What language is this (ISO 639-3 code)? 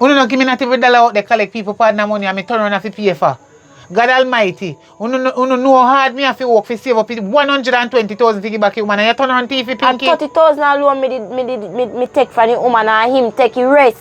jam